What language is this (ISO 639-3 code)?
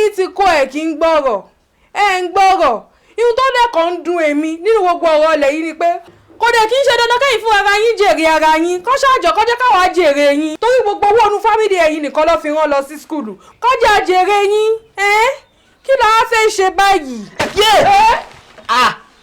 yor